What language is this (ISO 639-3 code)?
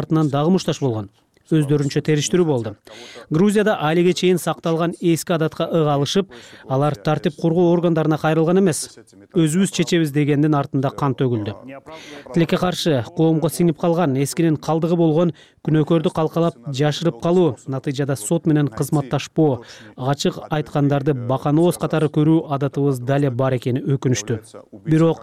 kir